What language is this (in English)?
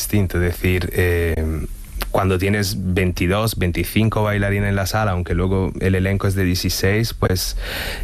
Spanish